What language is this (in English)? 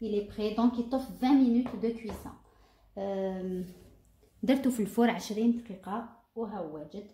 Algerian Arabic